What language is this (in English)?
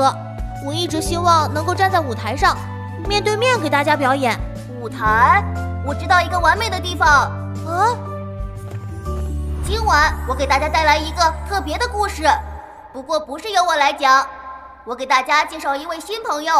Chinese